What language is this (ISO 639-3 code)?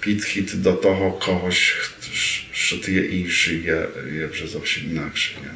rue